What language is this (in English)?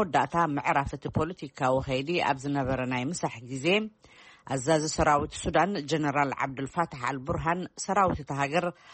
Tigrinya